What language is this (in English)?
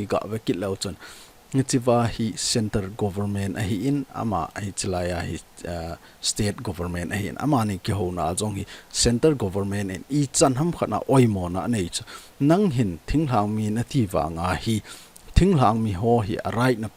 Thado Chin